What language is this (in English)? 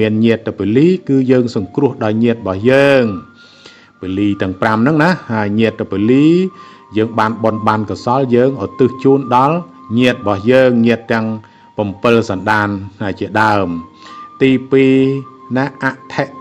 Khmer